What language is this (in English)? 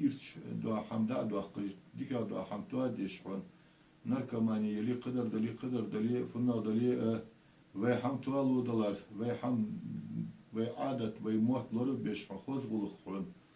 Ingush